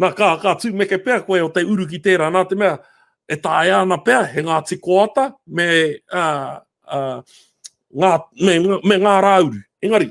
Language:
Māori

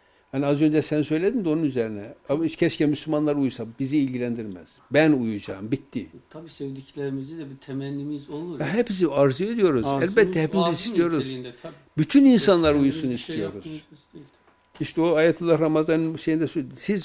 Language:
Turkish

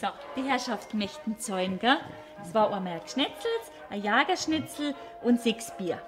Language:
Bavarian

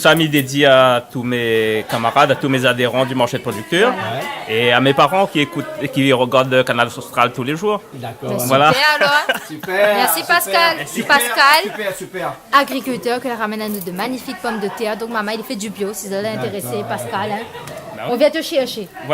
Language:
Réunion Creole French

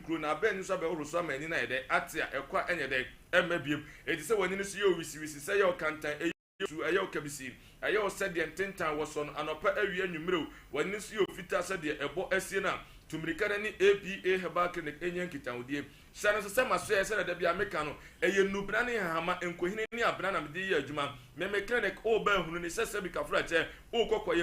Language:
Akan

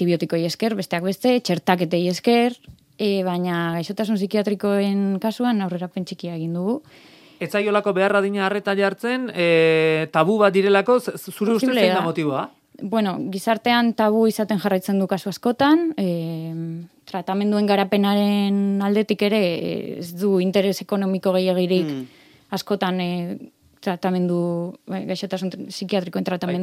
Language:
Basque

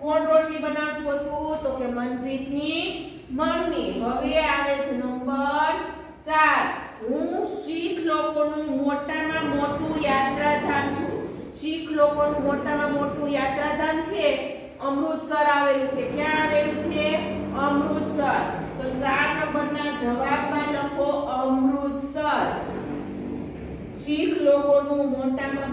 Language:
Gujarati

